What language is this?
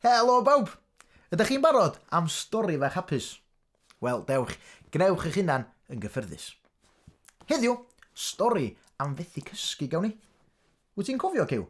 Welsh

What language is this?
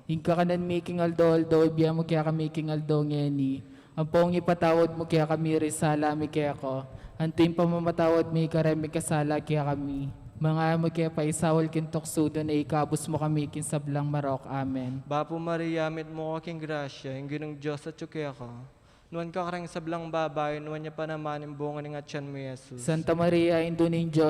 Pampanga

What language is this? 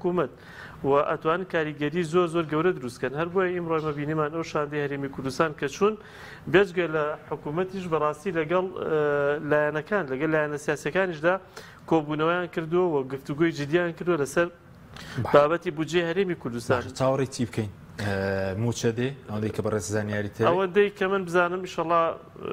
Central Kurdish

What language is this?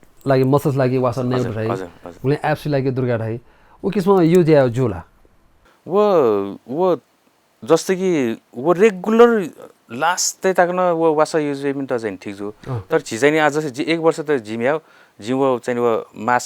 Newari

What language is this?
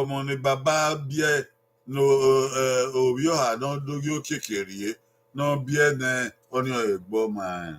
Bini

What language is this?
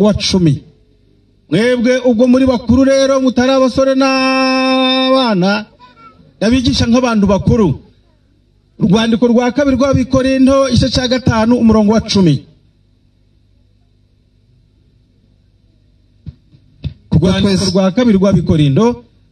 Kinyarwanda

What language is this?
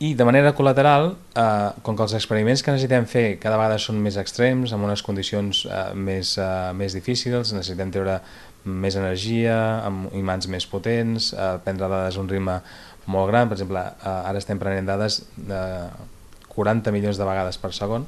Catalan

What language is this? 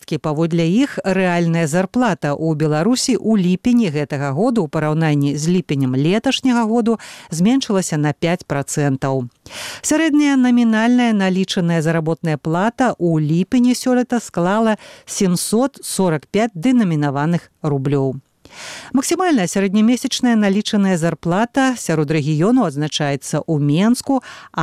Belarusian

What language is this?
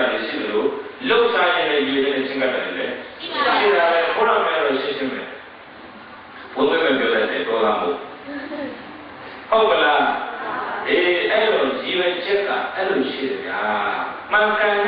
Burmese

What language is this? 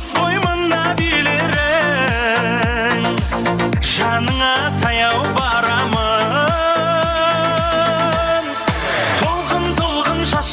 Kara-Kalpak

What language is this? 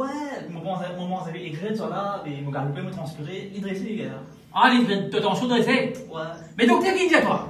Morisyen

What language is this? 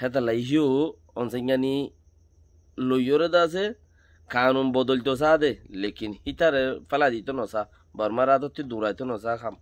Rohingya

